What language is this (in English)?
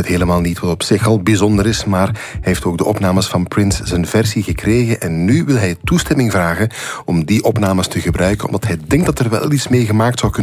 Dutch